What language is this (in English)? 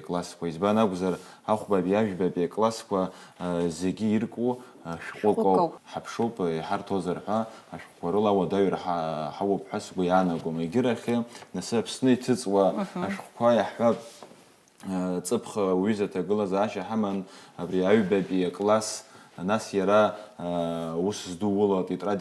Abkhazian